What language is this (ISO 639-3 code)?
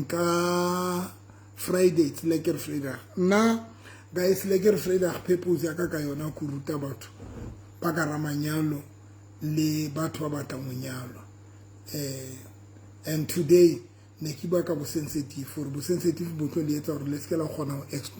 sot